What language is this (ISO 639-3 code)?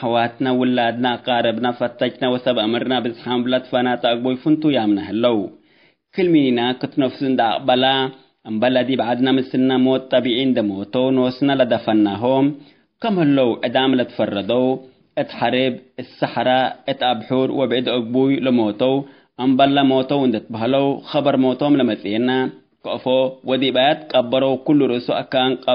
tig